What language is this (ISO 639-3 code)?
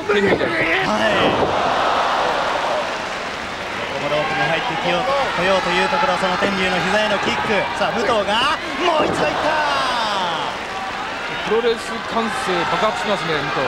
jpn